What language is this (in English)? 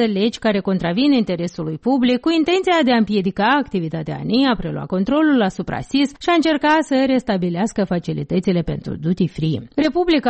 Romanian